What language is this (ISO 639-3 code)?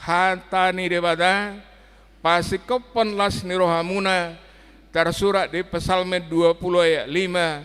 bbc